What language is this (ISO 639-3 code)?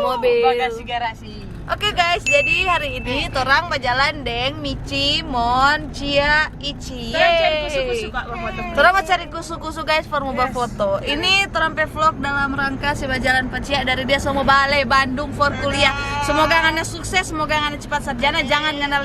xmm